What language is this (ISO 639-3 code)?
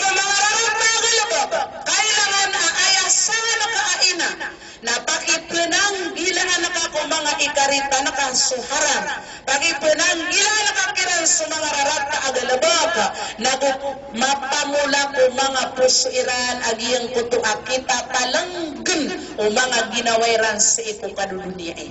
mrw